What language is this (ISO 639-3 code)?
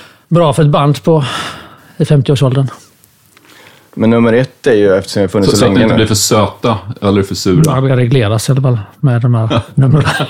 swe